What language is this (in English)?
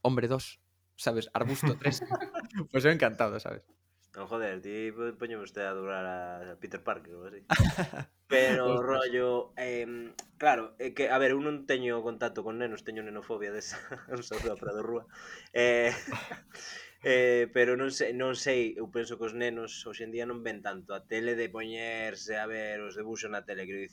Galician